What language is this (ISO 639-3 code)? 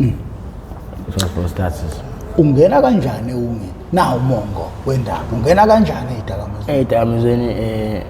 zul